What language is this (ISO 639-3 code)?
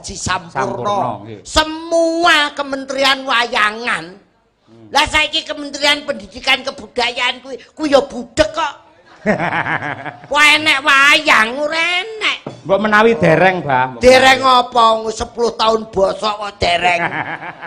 jav